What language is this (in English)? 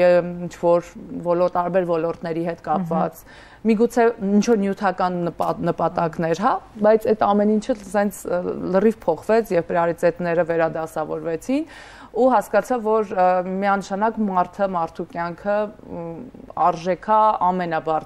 Armenian